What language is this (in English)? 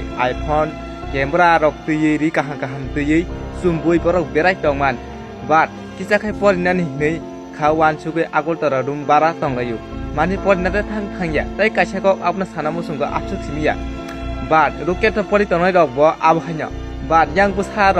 Kok Borok